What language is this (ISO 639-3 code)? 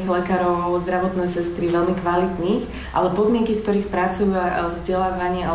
slk